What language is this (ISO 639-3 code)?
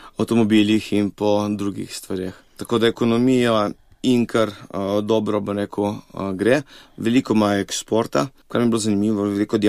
slv